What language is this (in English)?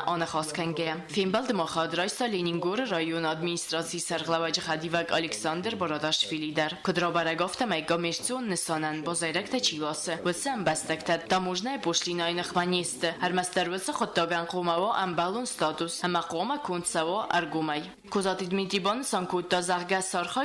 Ossetic